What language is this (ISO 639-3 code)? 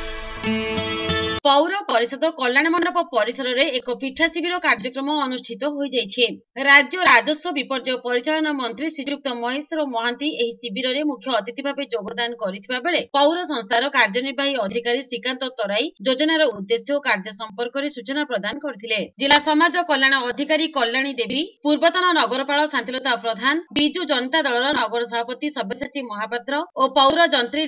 ori